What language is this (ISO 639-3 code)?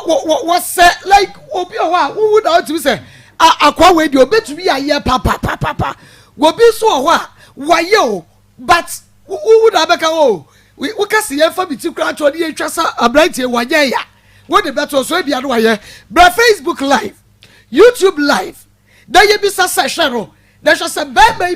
aka